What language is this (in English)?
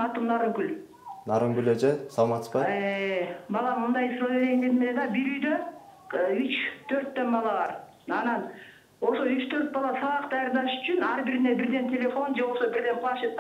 Kyrgyz